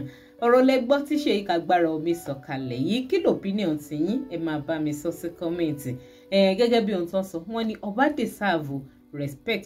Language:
Yoruba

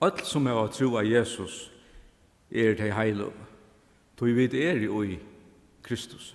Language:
Faroese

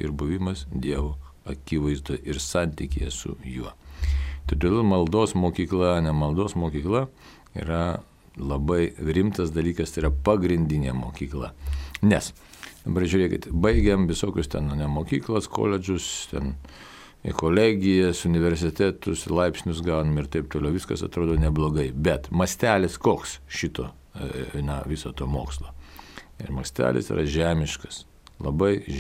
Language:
Lithuanian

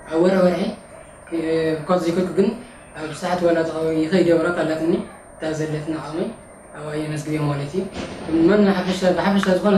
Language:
Tigrinya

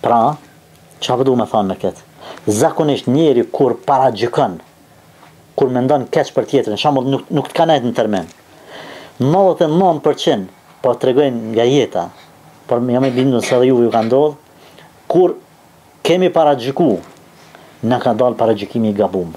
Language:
Albanian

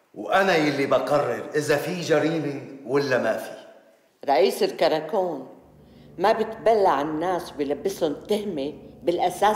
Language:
North Levantine Arabic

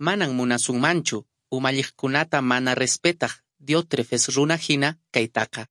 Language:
Quechua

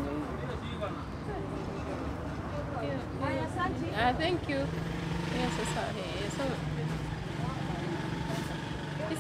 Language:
Swahili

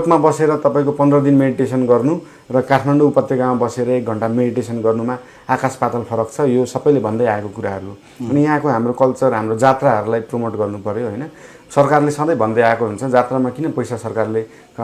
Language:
Nepali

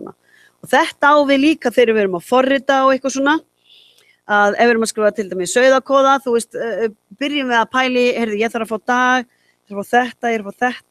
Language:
Icelandic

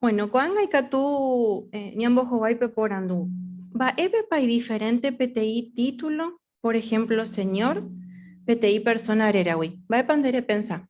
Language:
Guarani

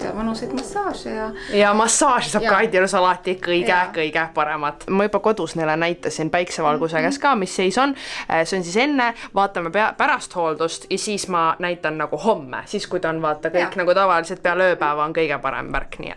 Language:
Estonian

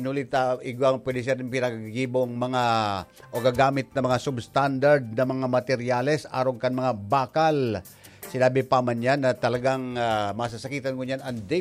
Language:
Bikol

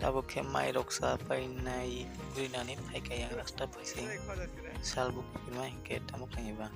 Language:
Kok Borok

